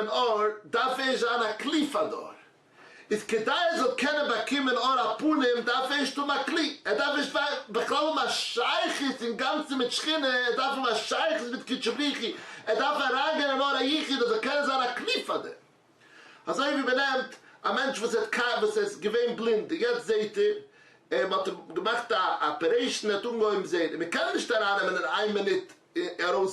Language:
Yiddish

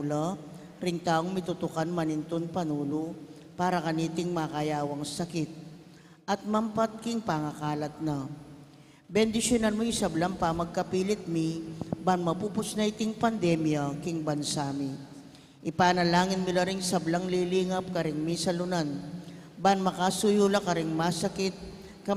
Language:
Pampanga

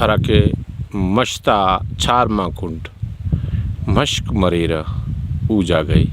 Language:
Brahui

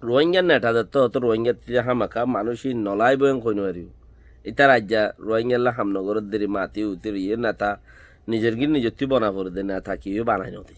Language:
Rohingya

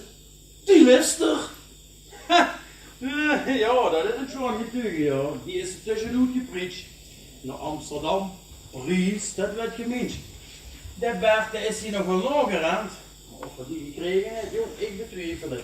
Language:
Limburgish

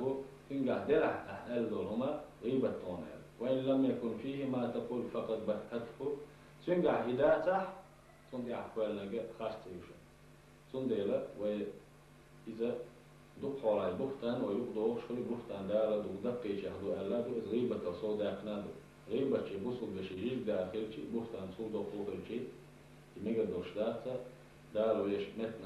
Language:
Chechen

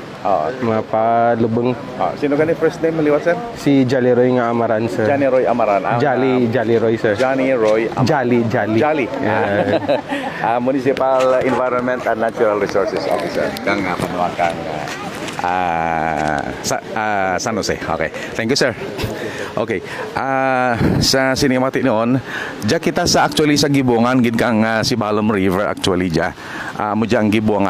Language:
Hiligaynon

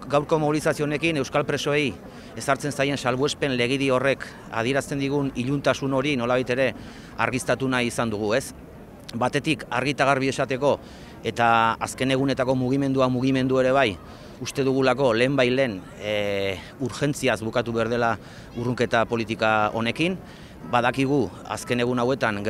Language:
Basque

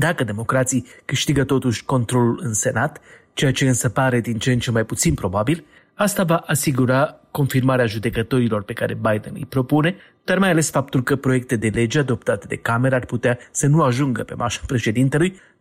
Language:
Romanian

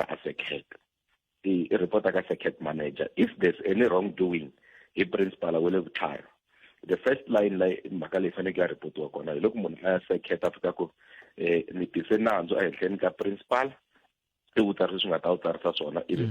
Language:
Tsonga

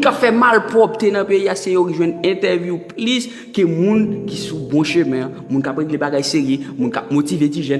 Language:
Haitian Creole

